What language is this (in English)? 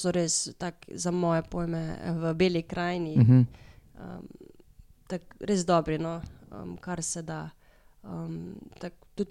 Slovenian